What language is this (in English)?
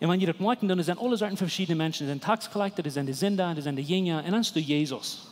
Plautdietsch